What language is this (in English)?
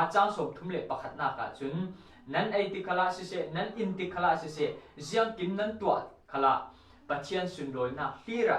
Falam Chin